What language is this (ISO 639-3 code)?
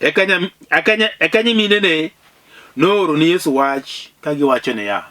luo